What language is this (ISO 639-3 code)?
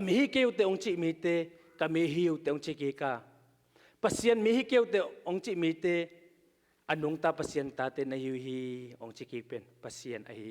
ctd